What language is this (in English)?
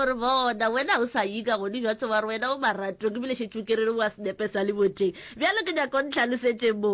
Northern Sotho